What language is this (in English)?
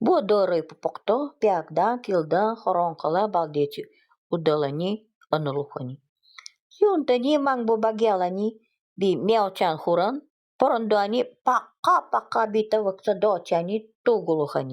Nanai